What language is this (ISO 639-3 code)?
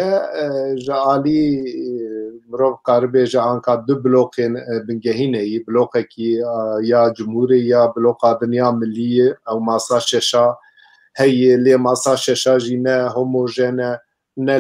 kur